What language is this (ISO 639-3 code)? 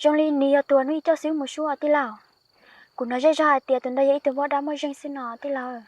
hmn